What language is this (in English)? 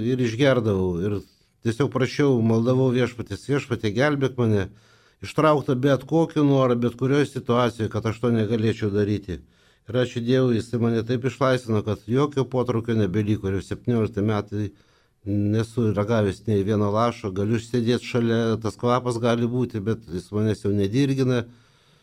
Lithuanian